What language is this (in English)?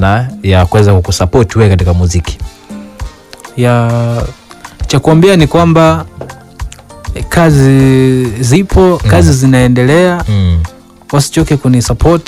Swahili